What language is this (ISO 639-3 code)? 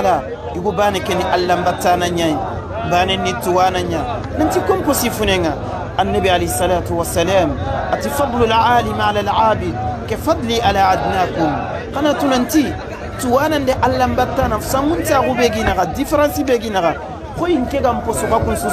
snk